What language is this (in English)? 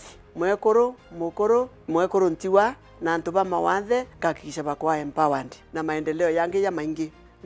Meru